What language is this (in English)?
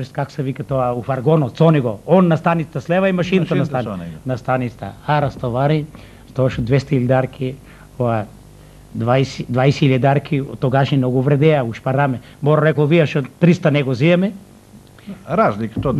Macedonian